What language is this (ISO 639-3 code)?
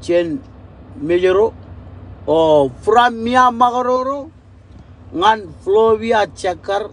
mah